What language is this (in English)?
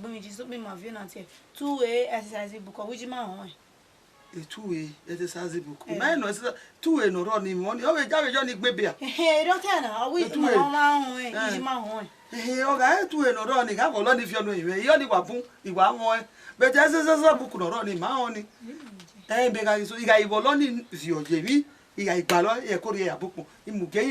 Bini